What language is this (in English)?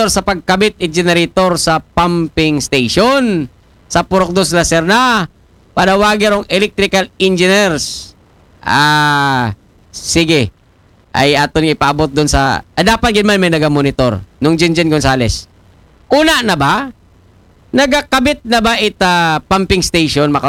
Aklanon